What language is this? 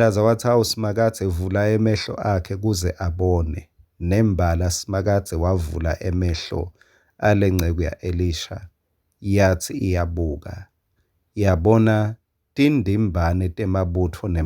Swati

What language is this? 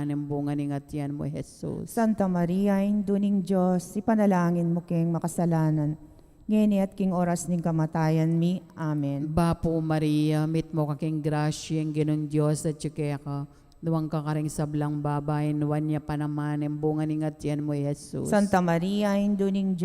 Pampanga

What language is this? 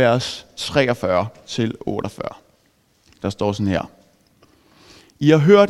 Danish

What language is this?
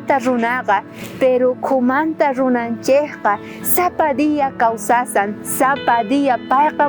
South Bolivian Quechua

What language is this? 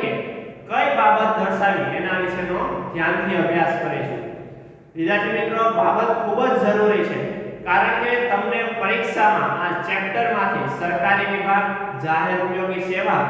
Gujarati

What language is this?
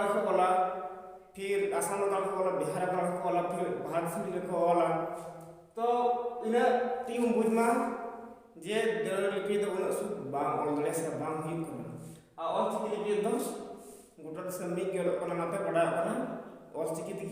Santali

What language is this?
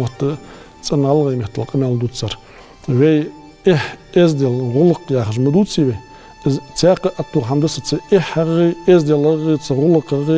Ingush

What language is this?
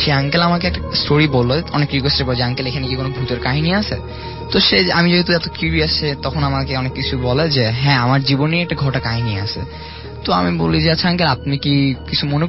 Bangla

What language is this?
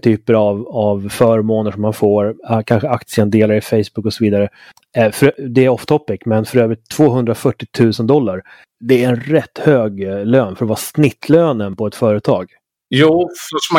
Swedish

